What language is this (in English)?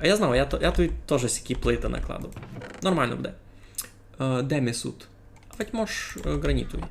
Rusyn